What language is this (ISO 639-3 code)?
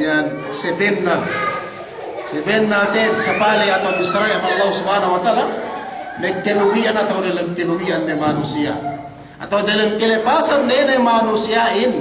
yka